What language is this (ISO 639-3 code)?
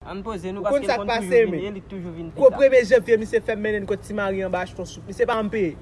hat